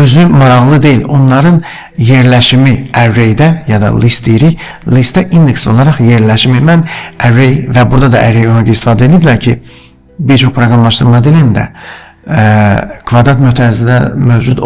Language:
Azerbaijani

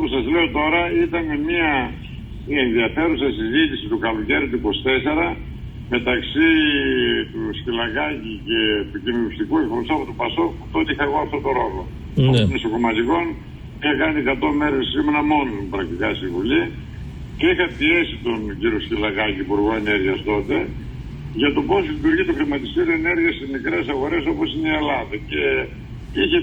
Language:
Greek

